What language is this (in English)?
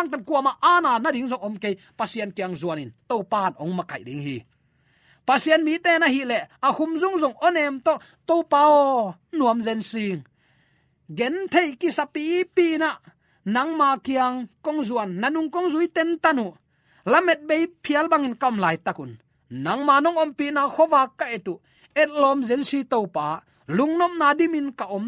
Tedim Chin